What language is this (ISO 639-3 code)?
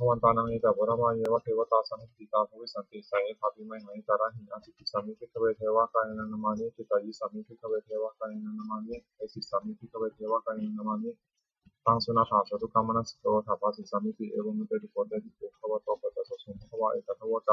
pli